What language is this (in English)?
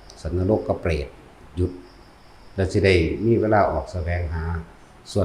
Northeastern Thai